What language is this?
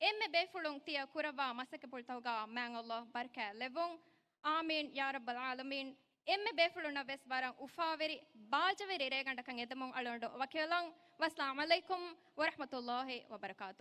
Divehi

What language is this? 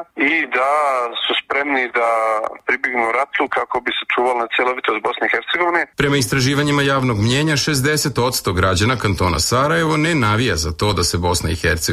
Serbian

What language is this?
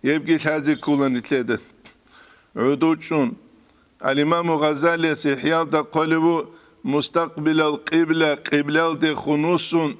Avaric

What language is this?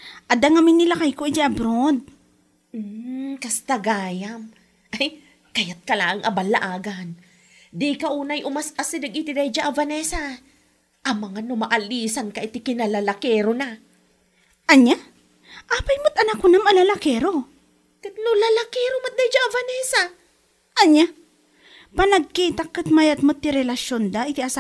Iloko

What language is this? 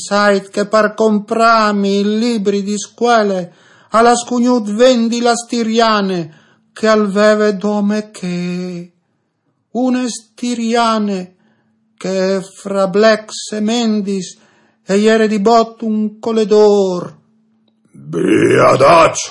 Friulian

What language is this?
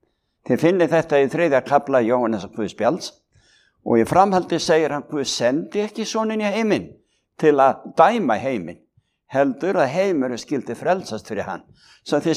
Icelandic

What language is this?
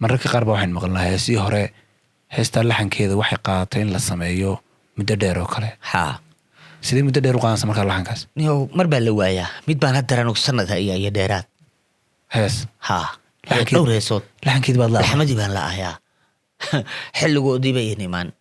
Somali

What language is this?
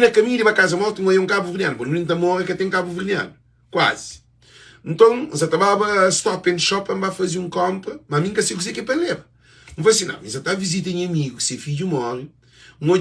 Kabuverdianu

